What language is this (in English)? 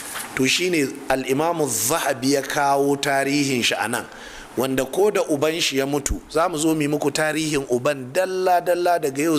Hausa